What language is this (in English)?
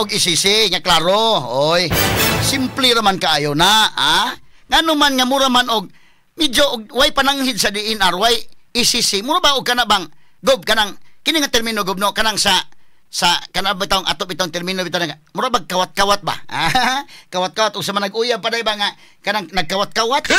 Cebuano